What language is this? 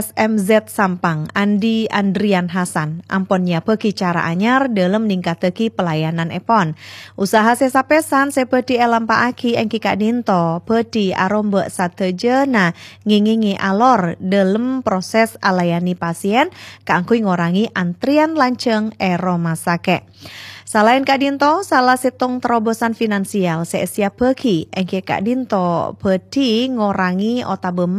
Madurese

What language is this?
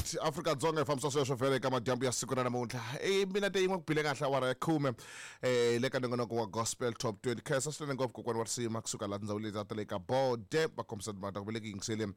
Tsonga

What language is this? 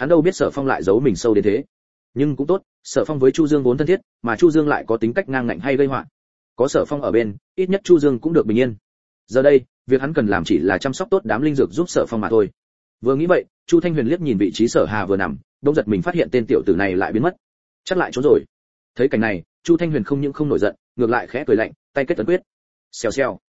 Vietnamese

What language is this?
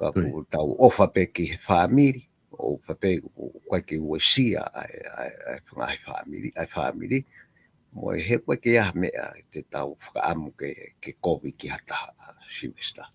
Tongan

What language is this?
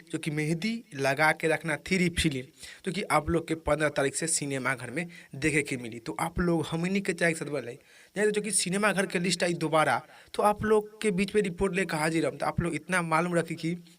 Bhojpuri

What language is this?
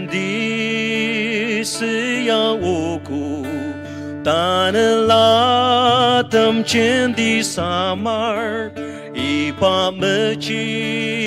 Ao Naga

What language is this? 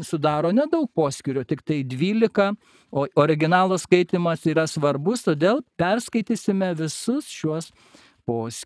Lithuanian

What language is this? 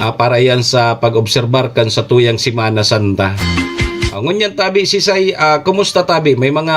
Bikol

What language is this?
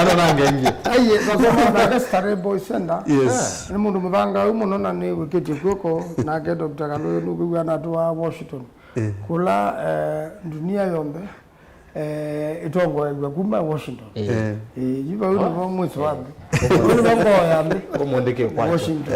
Kamba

